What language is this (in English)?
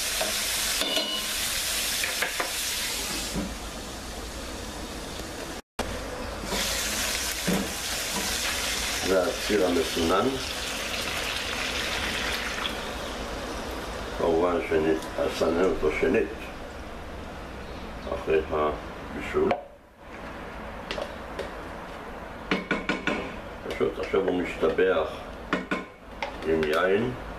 Hebrew